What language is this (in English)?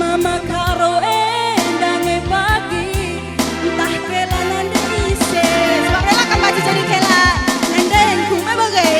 Batak Karo